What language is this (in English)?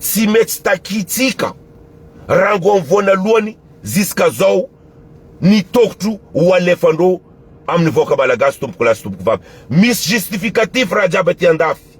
Malagasy